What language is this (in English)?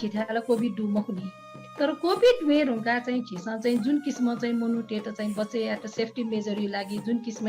Newari